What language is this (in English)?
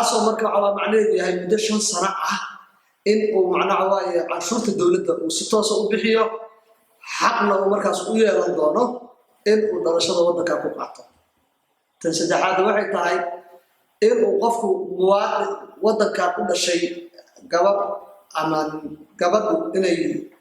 Somali